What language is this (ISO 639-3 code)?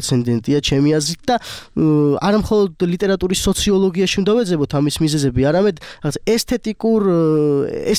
kat